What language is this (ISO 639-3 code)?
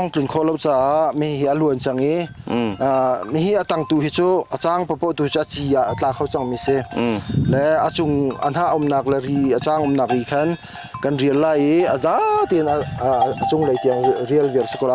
cnh